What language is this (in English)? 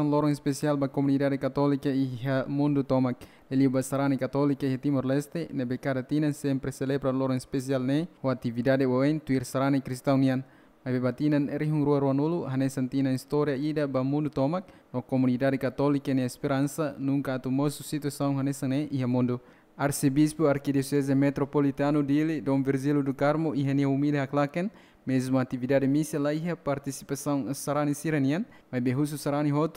Tetum